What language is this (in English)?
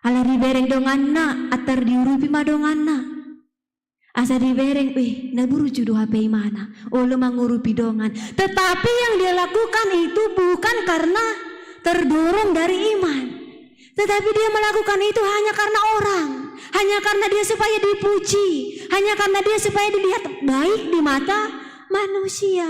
Batak Toba